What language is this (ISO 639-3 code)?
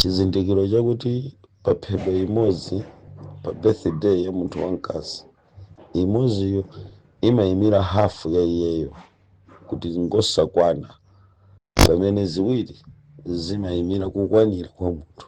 nya